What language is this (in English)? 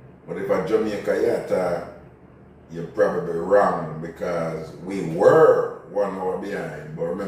Jamaican Creole English